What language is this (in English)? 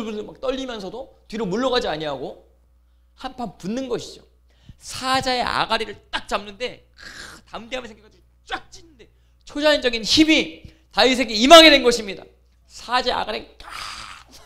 Korean